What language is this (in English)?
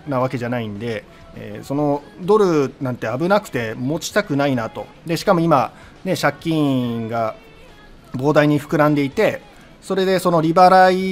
Japanese